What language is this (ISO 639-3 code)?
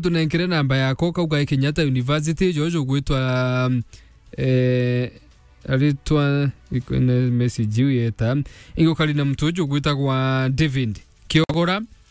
mer